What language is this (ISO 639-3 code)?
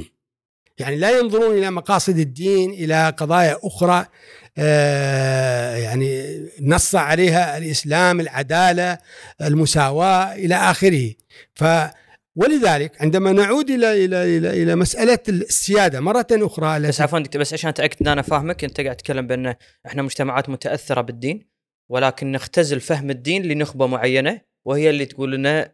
afb